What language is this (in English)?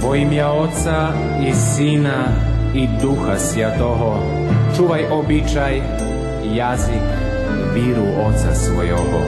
Rusyn